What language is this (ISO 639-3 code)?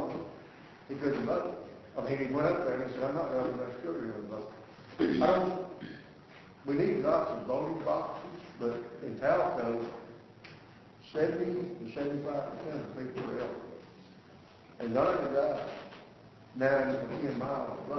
eng